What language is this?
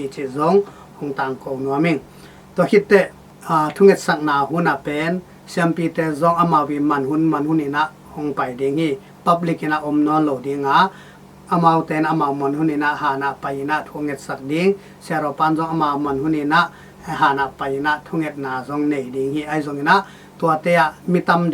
Tedim Chin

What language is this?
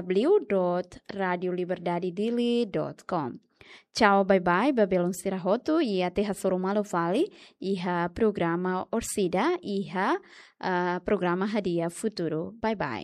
Tetum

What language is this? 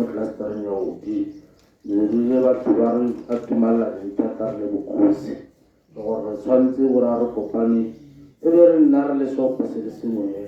Tswana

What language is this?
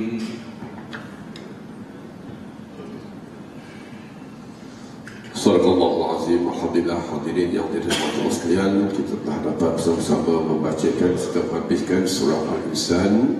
Malay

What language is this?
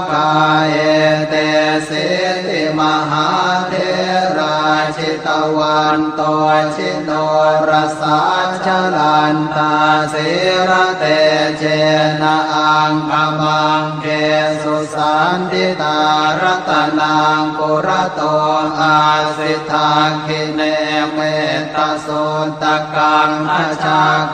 Pali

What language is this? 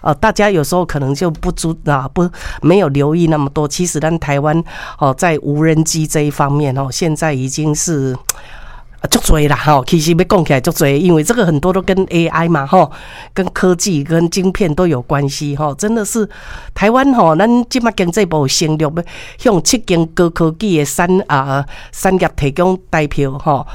Min Nan Chinese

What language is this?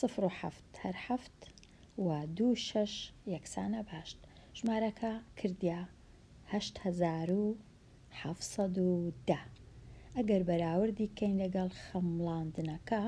Central Kurdish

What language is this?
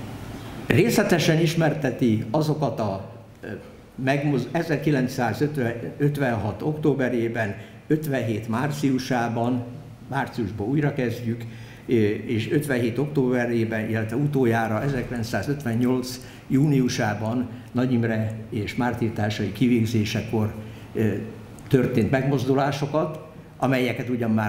Hungarian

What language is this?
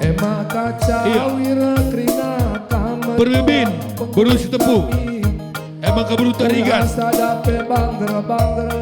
Batak Karo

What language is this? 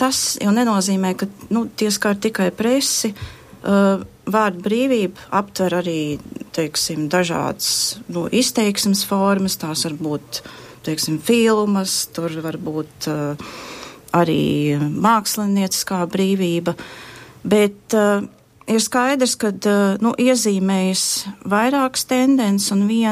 Latvian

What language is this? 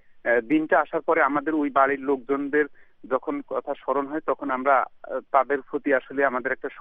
Bangla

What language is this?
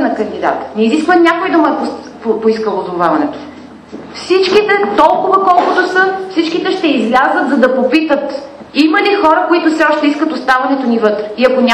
Bulgarian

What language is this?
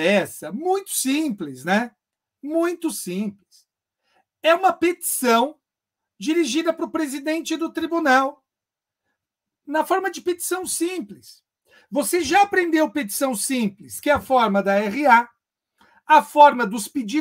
Portuguese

